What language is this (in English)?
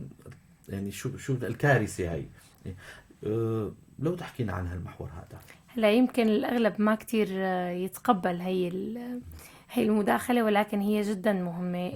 North Levantine Arabic